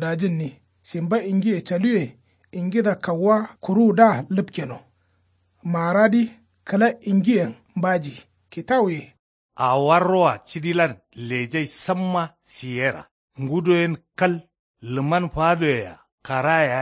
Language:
Kanuri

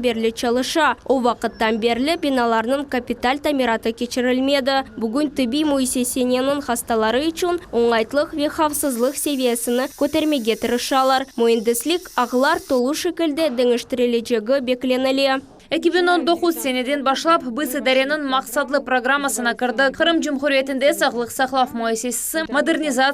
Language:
Crimean Tatar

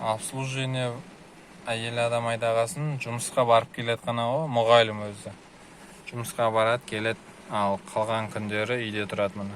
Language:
Kazakh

